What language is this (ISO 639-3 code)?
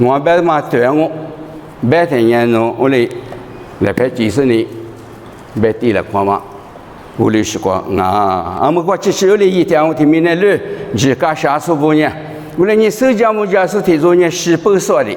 lis